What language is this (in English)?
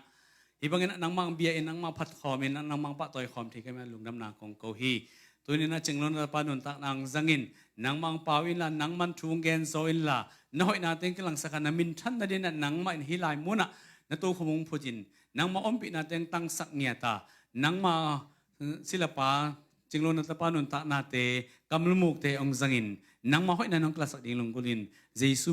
Tedim Chin